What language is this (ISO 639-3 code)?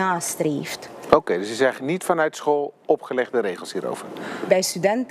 nld